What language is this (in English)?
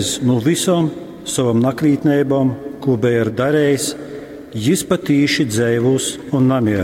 Latgalian